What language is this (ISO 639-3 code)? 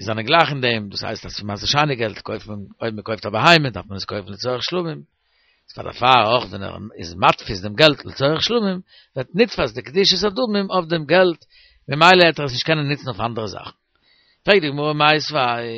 yid